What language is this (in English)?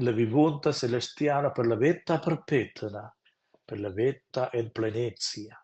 Romansh